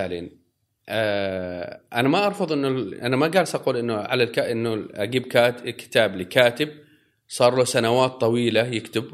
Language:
Gulf Arabic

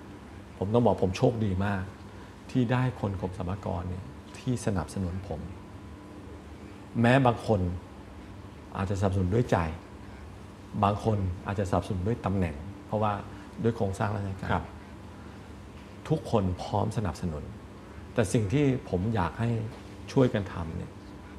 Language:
Thai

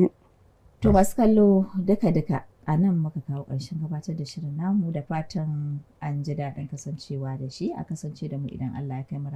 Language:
Hausa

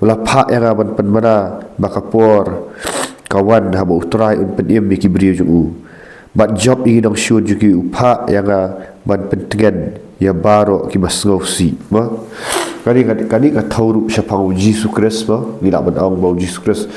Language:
Khasi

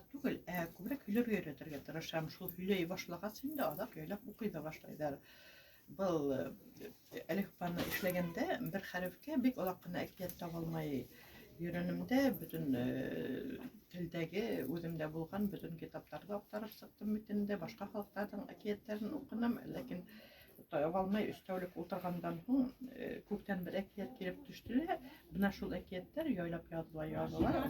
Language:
Bashkir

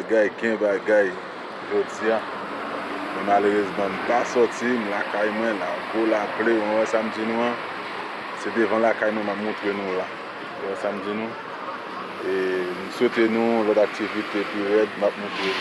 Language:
Haitian Creole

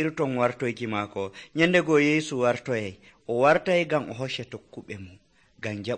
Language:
Nigerian Fulfulde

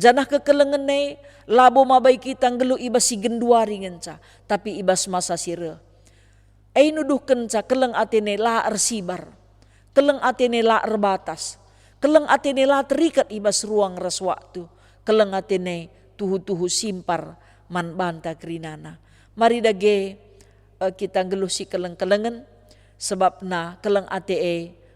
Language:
Batak Karo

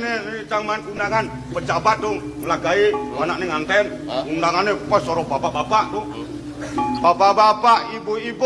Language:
Balinese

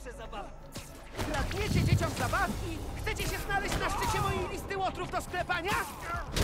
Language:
Polish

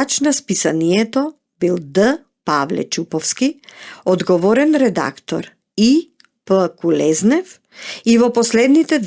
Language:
Macedonian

